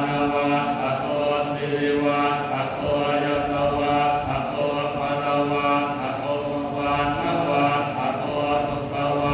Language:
Pali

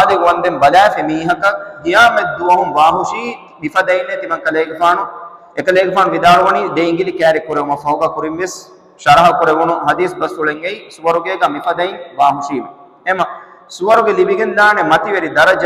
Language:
Divehi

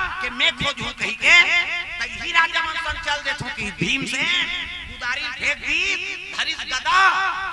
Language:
Chhattisgarhi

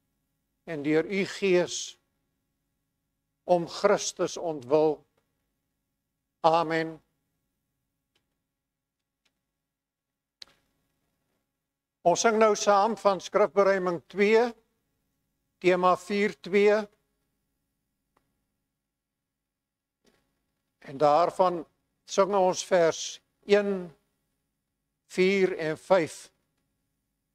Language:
Afrikaans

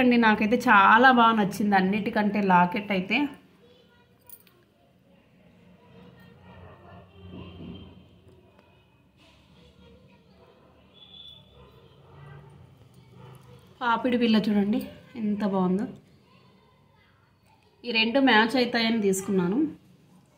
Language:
Telugu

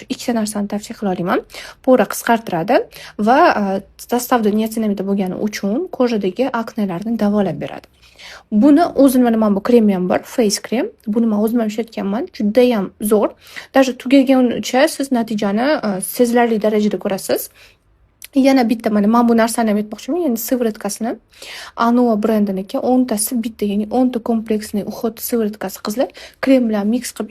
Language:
Uzbek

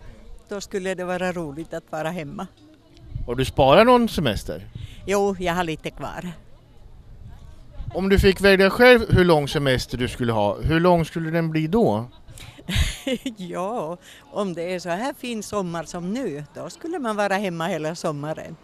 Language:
Swedish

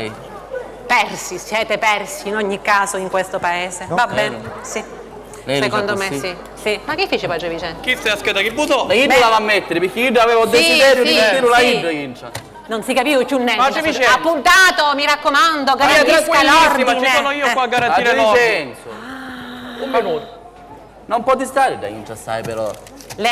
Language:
Sicilian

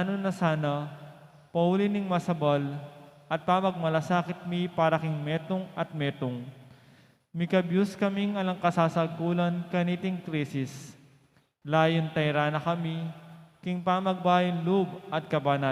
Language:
Pampanga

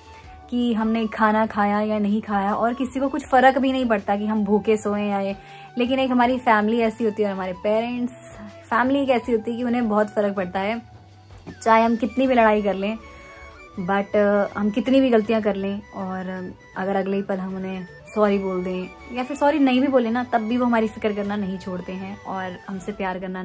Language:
Hindi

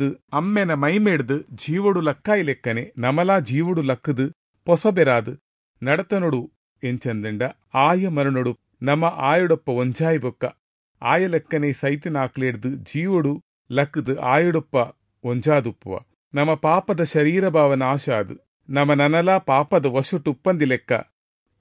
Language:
Tulu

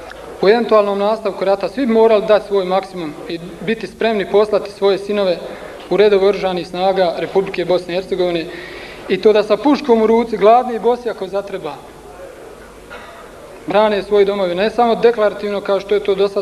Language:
Bosnian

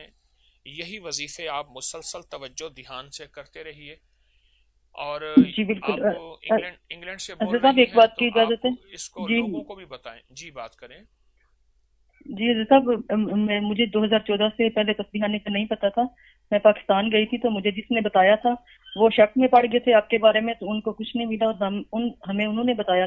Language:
Urdu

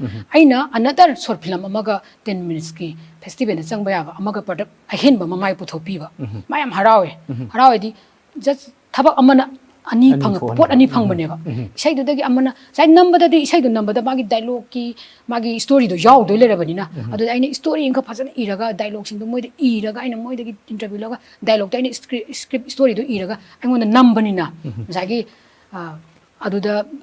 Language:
Manipuri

